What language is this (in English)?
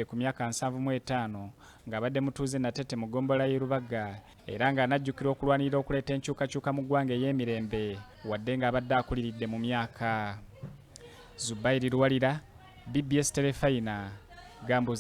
Ganda